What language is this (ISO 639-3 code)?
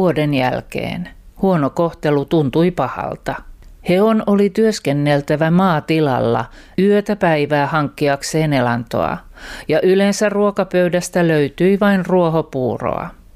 fin